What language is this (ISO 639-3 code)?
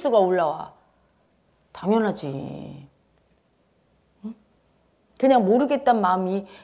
kor